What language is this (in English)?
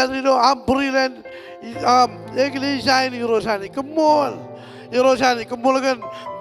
Marshallese